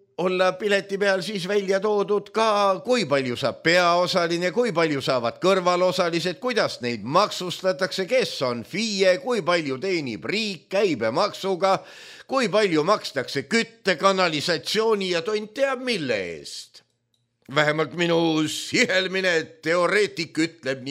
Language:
Estonian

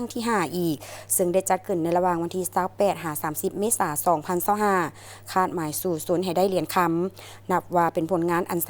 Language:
Lao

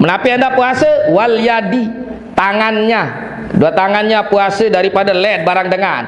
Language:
Sasak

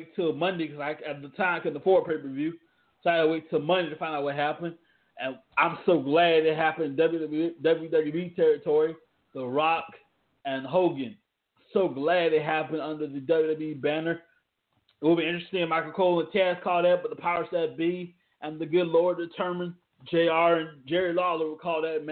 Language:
English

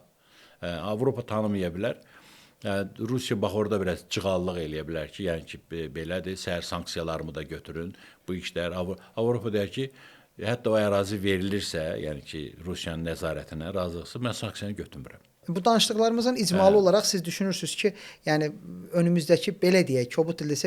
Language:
Azerbaijani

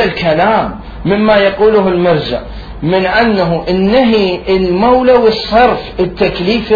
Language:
Mesopotamian Arabic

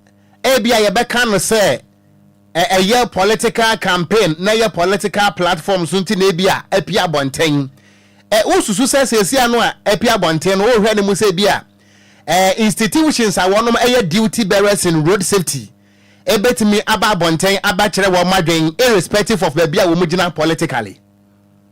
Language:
Akan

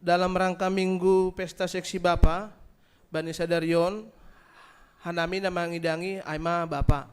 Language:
Batak Simalungun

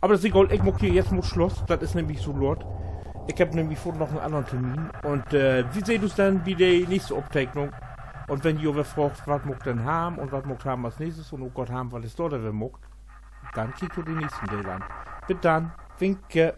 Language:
Low German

